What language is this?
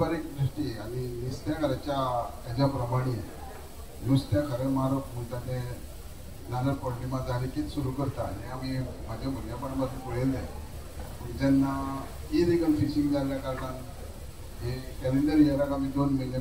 Konkani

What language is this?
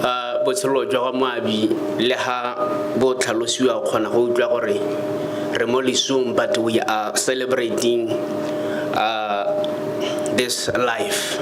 Tswana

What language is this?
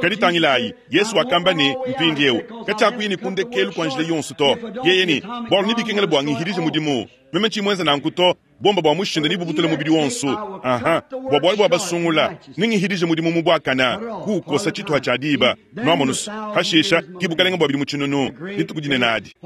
Luba-Lulua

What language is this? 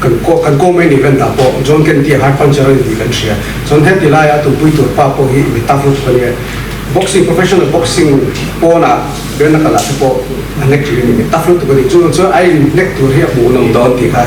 Mizo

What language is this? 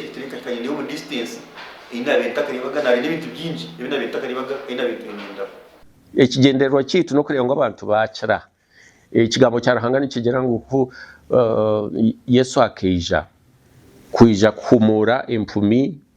Nyankole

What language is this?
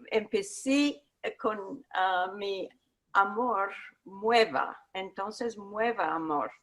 Ladino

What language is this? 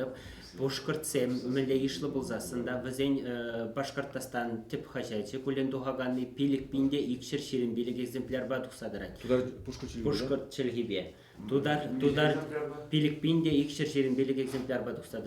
Chuvash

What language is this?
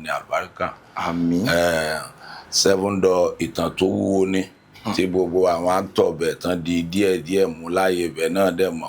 Yoruba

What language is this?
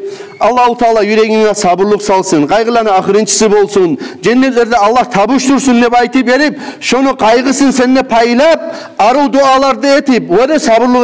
Kumyk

